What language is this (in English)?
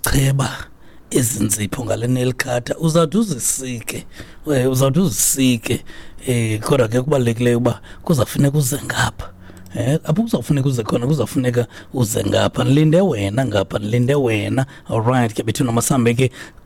Xhosa